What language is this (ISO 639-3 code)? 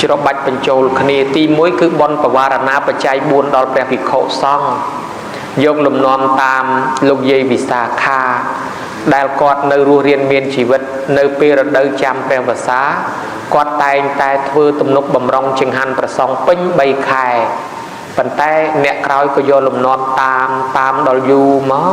khm